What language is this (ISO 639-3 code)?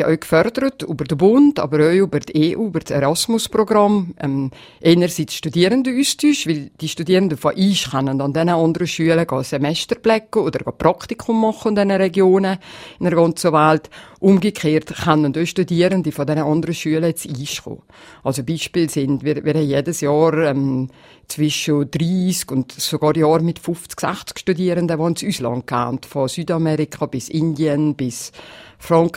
deu